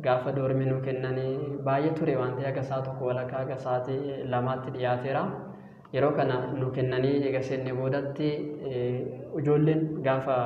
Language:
Oromo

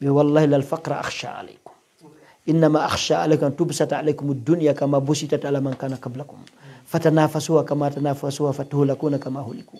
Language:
Pular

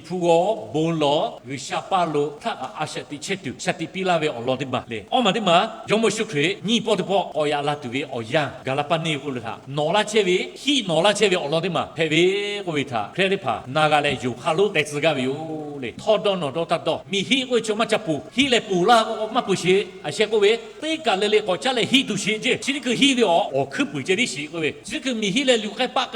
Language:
Lahu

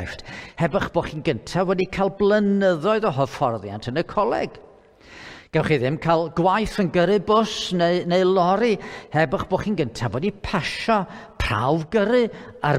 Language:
Welsh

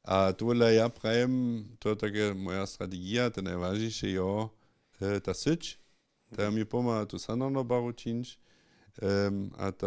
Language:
Upper Sorbian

